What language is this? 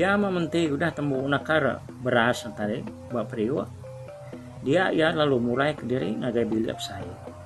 Iban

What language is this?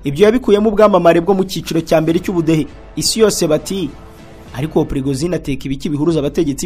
Kinyarwanda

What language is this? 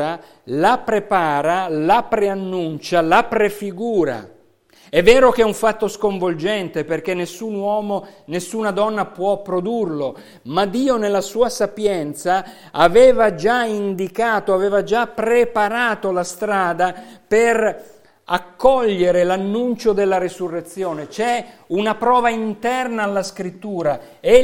Italian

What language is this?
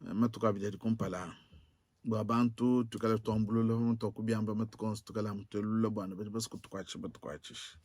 Luba-Lulua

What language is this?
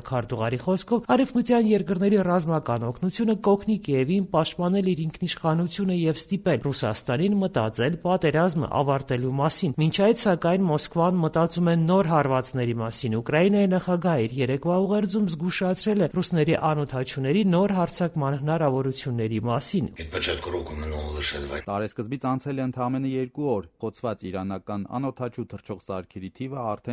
Armenian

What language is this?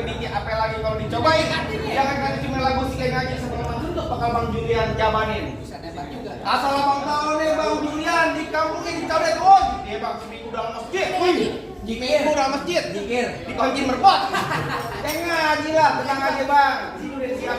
Betawi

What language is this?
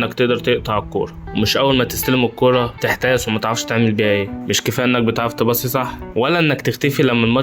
Egyptian Arabic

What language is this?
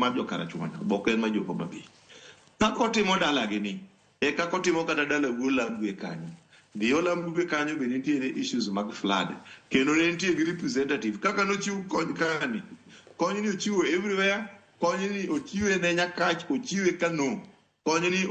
Luo (Kenya and Tanzania)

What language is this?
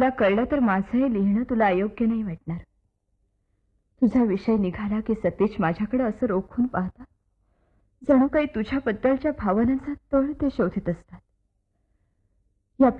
Marathi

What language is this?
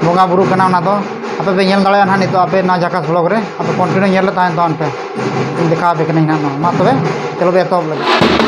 Santali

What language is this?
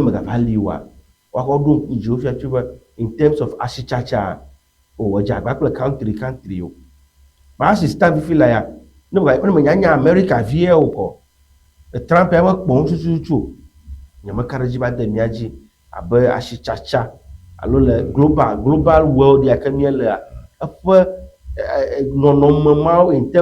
Ewe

